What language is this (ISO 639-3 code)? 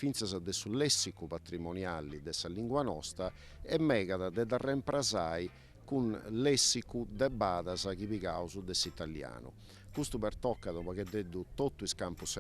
srd